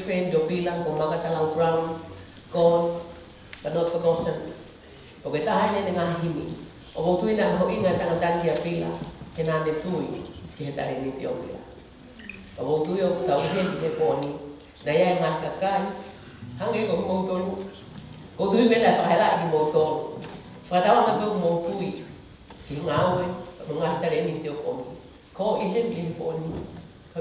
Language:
Tongan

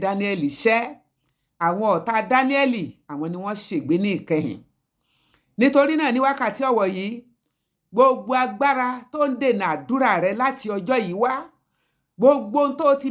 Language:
Yoruba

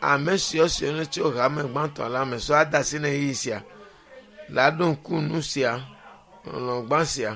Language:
Ewe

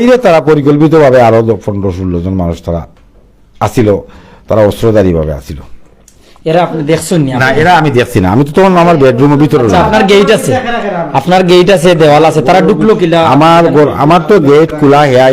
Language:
Sylheti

